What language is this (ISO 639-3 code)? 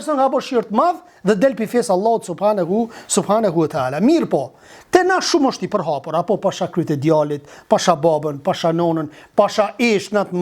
sqi